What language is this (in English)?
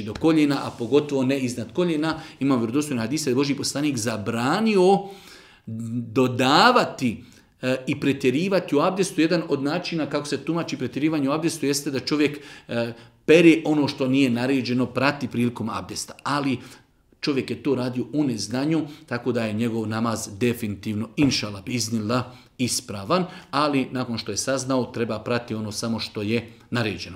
Bosnian